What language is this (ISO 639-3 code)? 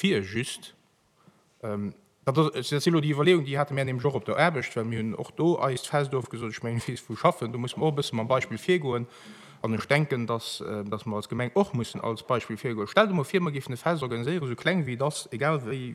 ltz